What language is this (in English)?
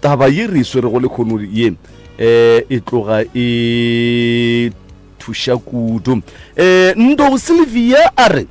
Northern Sotho